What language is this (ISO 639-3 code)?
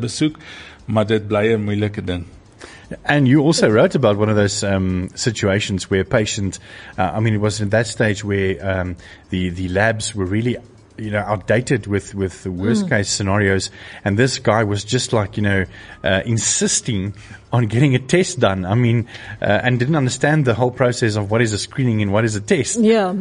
afr